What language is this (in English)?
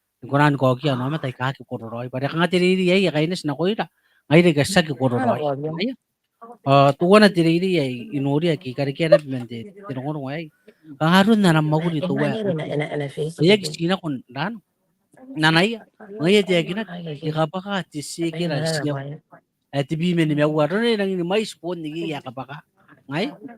Gilbertese